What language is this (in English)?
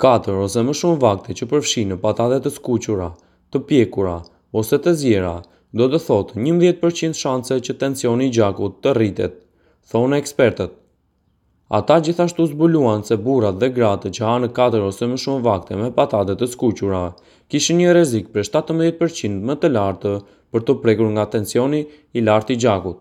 Albanian